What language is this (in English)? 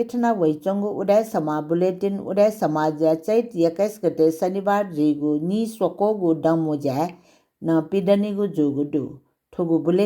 Newari